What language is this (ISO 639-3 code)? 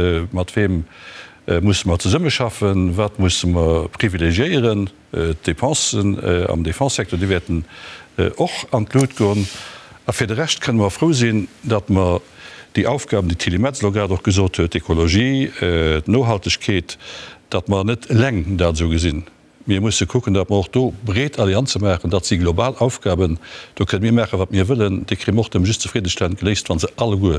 ltz